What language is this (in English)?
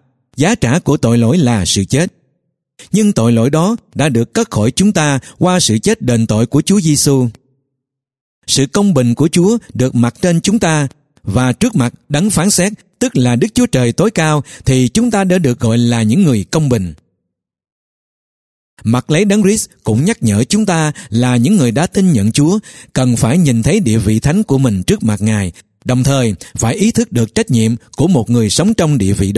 Vietnamese